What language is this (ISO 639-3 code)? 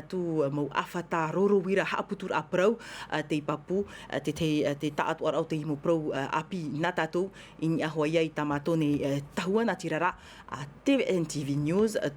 tah